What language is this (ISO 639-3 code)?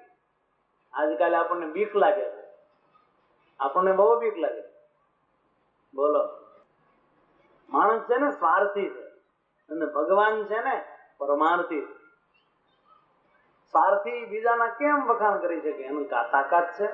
guj